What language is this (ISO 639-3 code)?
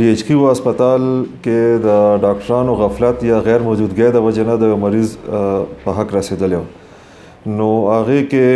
pus